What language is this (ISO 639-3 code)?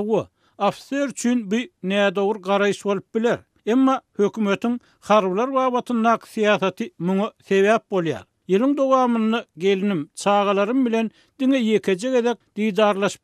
tuk